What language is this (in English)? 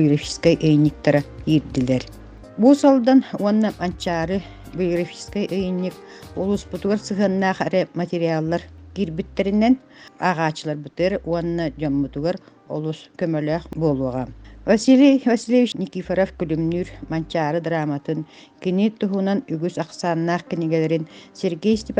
Yakut